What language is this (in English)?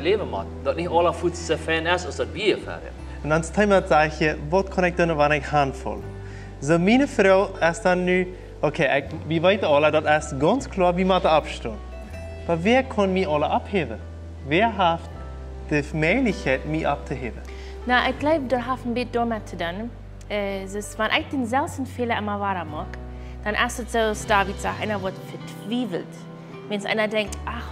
Plautdietsch